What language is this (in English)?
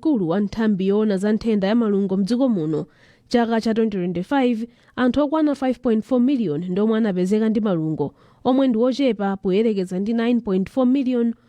Nyanja